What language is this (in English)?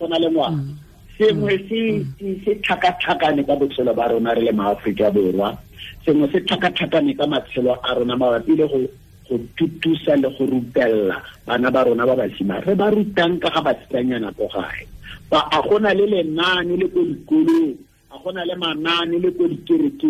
Tswana